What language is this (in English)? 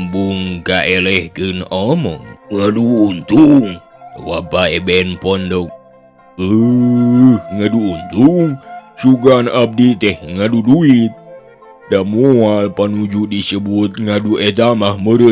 Sundanese